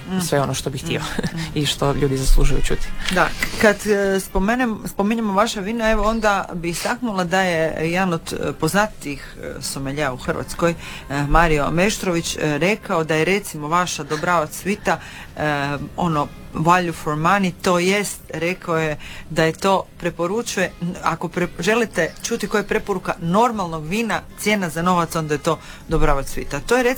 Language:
Croatian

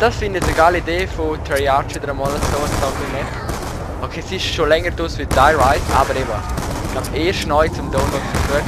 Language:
Swiss German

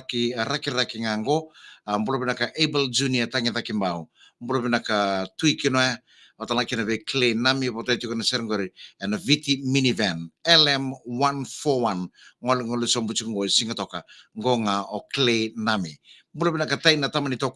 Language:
Fijian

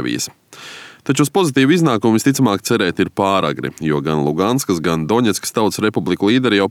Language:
Latvian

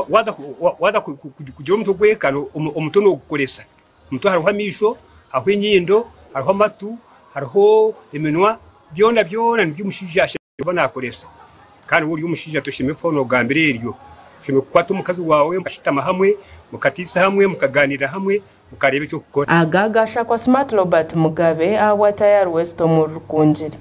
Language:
Nyankole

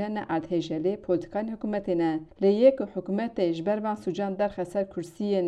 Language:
Kurdish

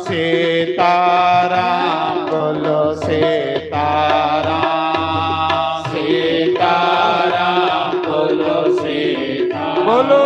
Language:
Dogri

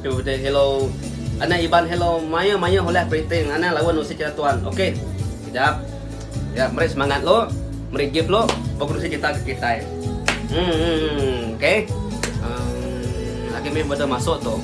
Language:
Iban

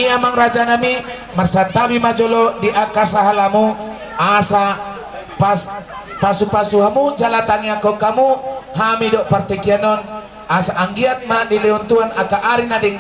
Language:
Batak Toba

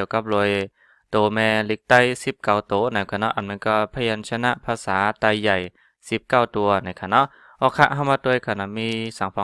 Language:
Shan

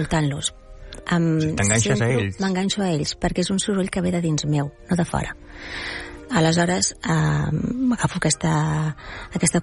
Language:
Catalan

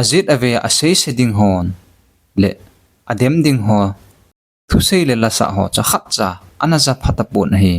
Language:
Thado Chin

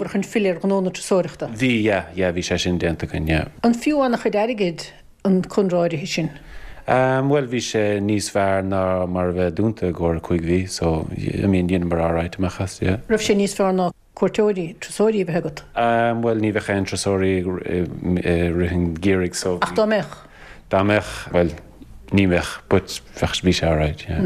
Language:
Irish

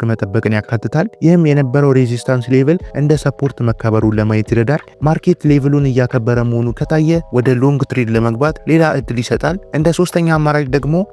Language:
Amharic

